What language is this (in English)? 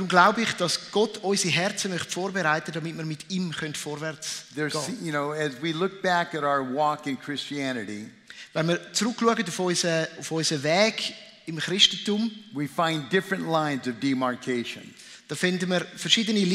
Swiss German